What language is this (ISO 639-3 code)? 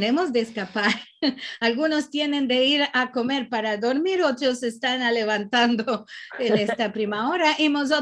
lad